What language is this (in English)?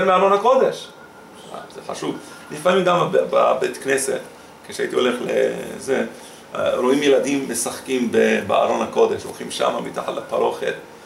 Hebrew